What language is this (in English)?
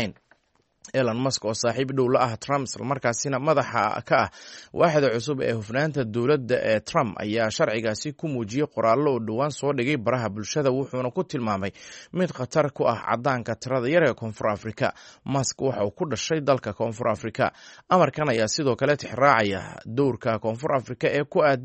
Somali